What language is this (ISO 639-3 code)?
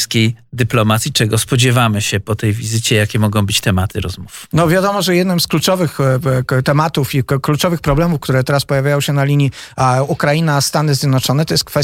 pol